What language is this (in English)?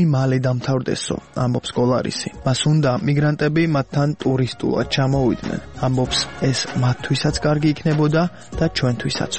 Georgian